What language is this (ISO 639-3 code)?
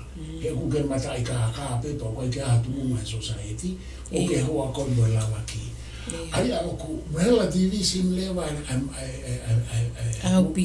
ton